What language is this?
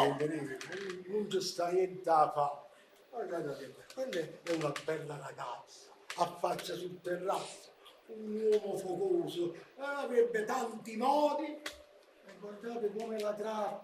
Neapolitan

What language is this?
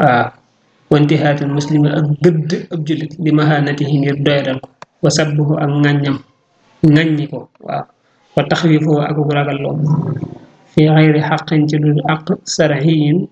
Wolof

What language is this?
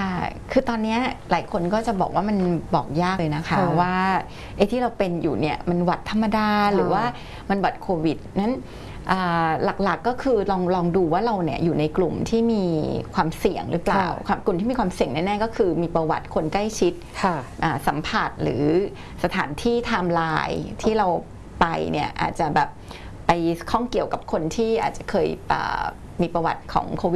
Thai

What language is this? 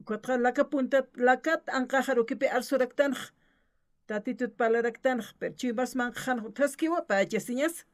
Aymara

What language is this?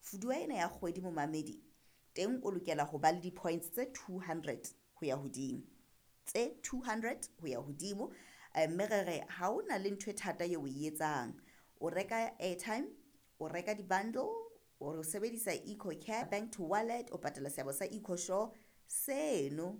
Southern Sotho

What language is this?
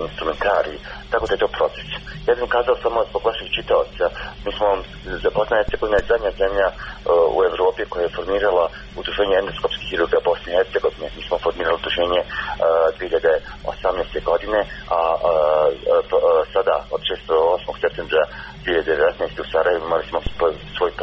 Serbian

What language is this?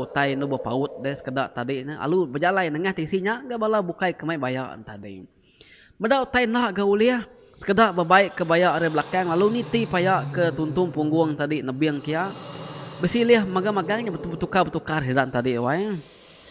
Iban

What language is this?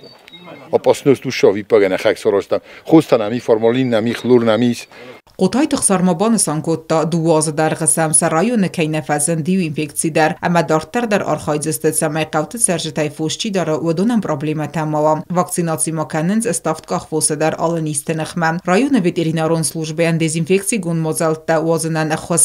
Ossetic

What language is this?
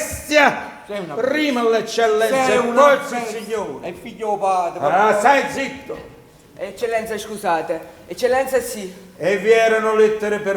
Neapolitan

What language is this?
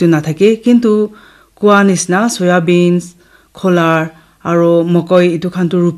Naga Pidgin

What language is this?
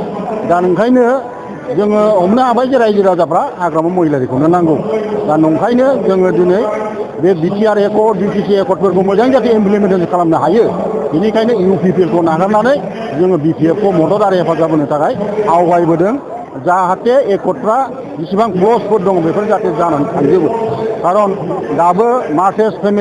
Bodo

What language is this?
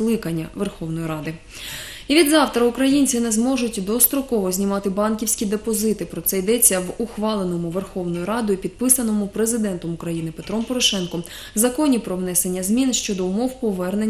Ukrainian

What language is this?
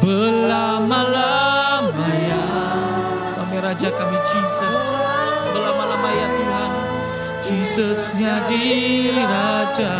Iban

